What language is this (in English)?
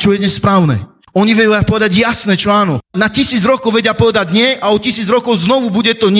Slovak